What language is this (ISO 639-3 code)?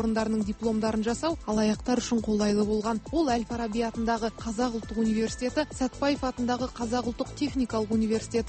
kaz